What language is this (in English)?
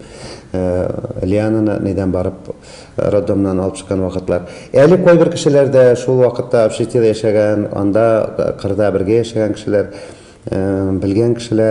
Tatar